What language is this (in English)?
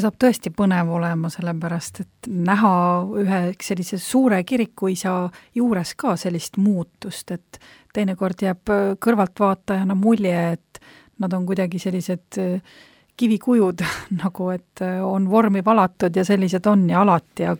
Estonian